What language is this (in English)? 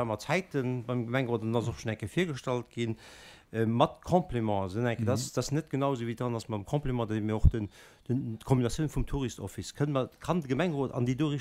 Luxembourgish